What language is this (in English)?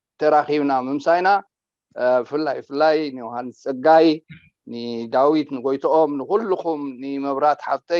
Tigrinya